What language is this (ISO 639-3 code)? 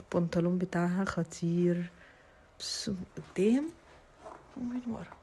arz